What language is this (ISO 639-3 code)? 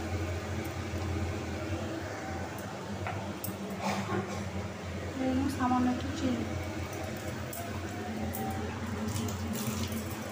ben